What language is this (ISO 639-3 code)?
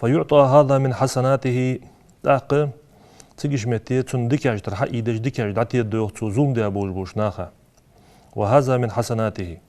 inh